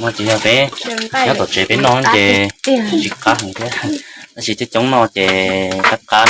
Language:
Hmong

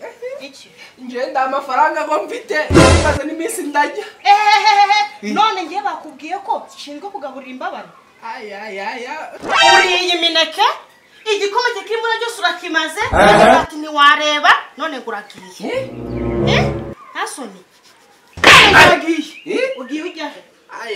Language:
Kinyarwanda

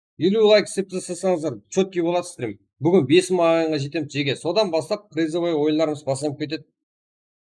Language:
Kara-Kalpak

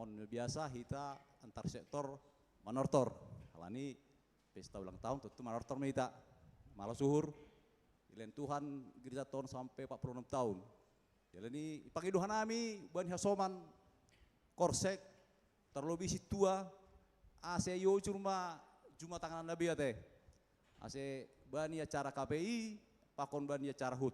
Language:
Batak Simalungun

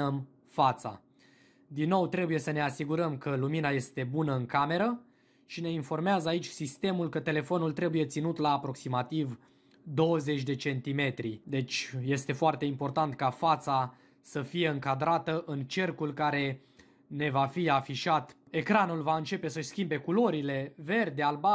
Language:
Romanian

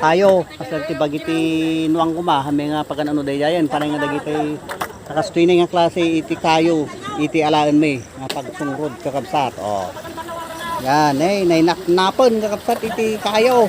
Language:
Iloko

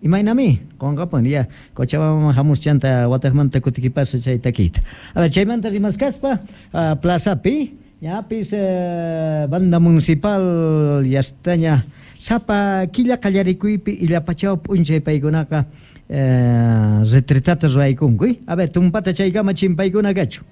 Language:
South Bolivian Quechua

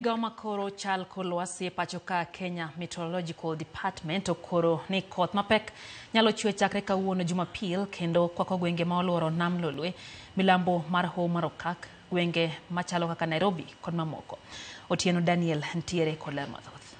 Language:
Luo (Kenya and Tanzania)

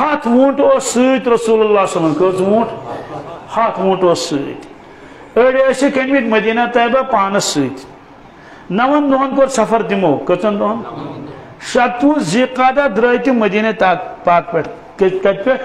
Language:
Kashmiri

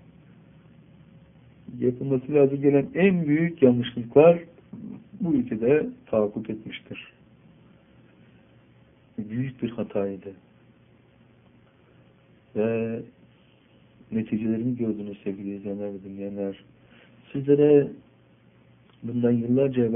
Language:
Turkish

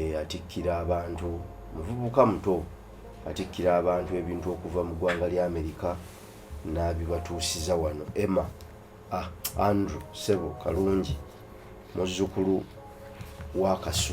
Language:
Ganda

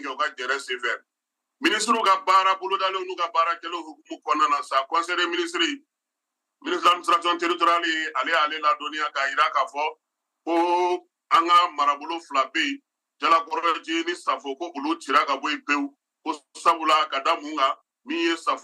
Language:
Bambara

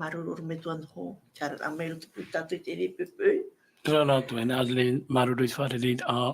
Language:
Tahitian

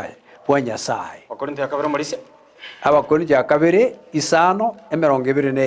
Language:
Gusii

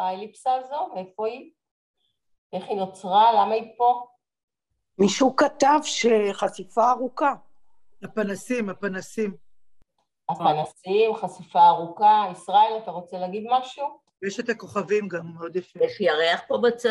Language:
Hebrew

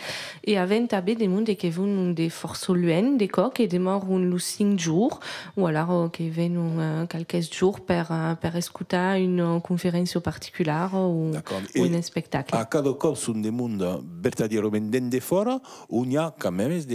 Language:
Occitan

